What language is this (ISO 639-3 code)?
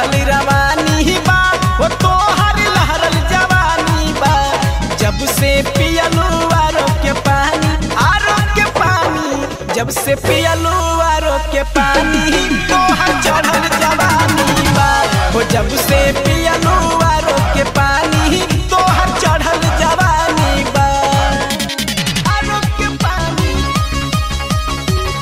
bho